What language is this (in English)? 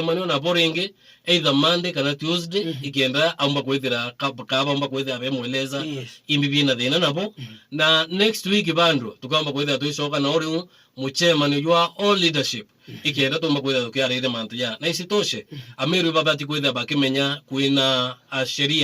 Meru